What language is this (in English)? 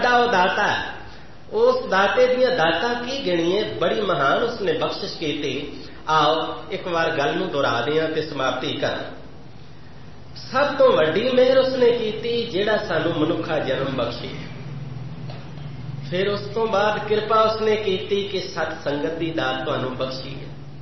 Punjabi